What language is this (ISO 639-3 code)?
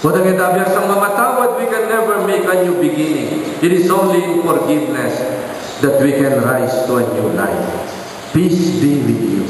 pam